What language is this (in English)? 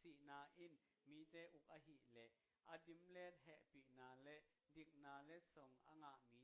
Tedim Chin